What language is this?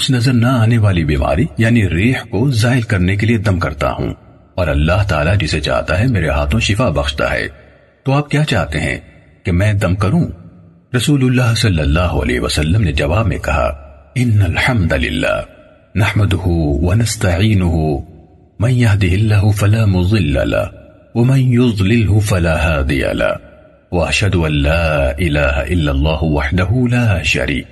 Urdu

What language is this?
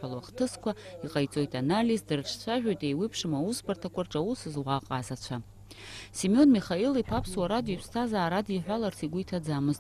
Abkhazian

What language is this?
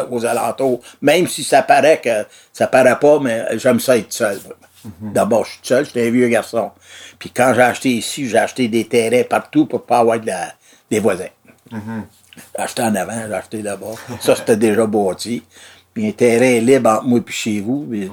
French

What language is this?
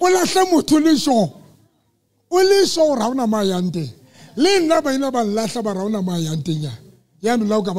Southern Sotho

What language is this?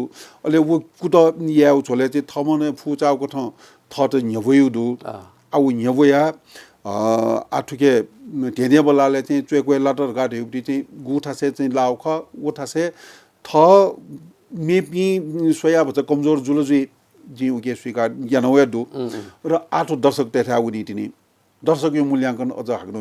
Newari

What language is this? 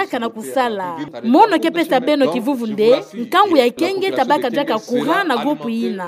Kituba (Democratic Republic of Congo)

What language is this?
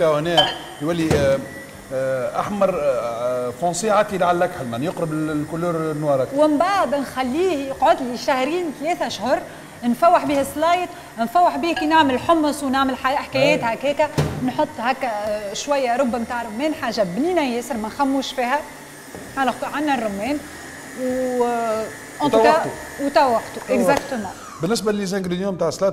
Tunisian Arabic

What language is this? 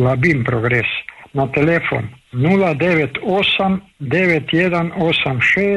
Croatian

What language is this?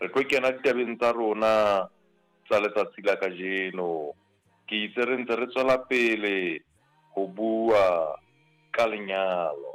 Southern Sotho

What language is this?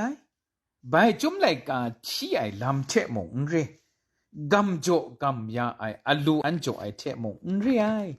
Kachin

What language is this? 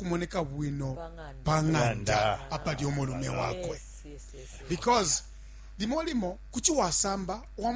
Bemba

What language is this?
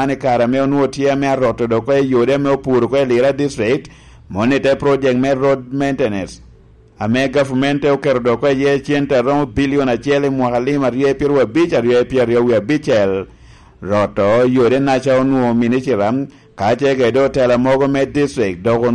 Lango (Uganda)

